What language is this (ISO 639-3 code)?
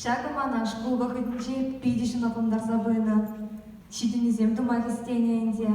chv